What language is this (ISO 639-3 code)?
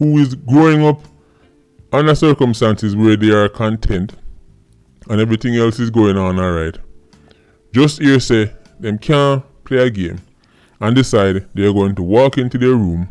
jam